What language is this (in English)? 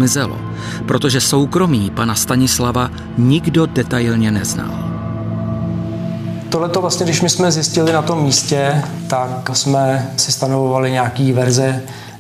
Czech